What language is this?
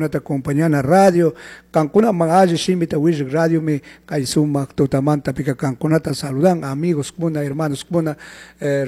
Chimborazo Highland Quichua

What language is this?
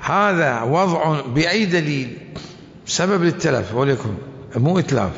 Mesopotamian Arabic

